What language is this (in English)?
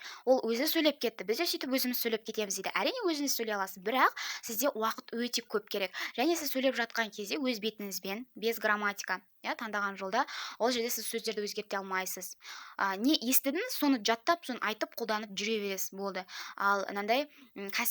Kazakh